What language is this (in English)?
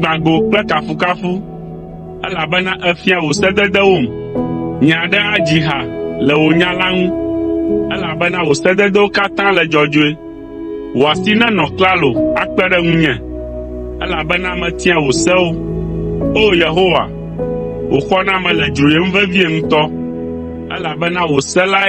Ewe